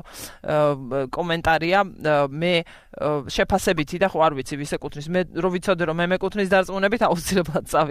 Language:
Georgian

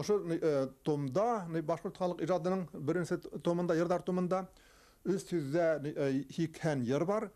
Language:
Bashkir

